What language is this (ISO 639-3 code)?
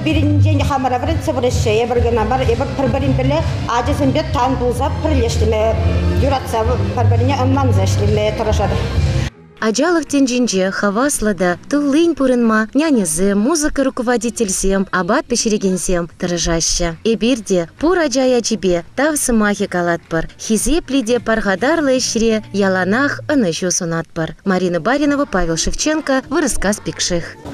chv